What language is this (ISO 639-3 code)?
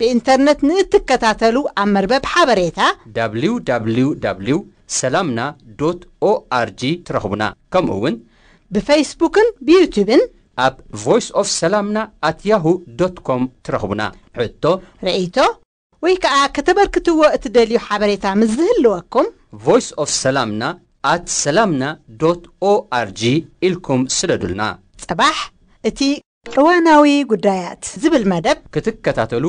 tir